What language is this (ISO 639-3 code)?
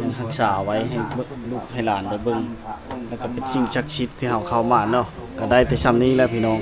lao